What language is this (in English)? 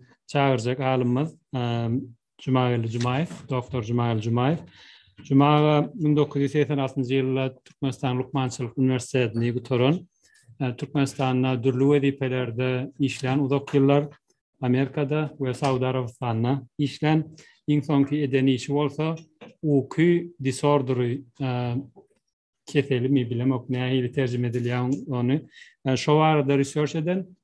Turkmen